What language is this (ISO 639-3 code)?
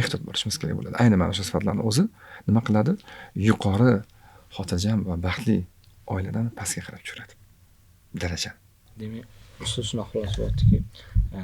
uzb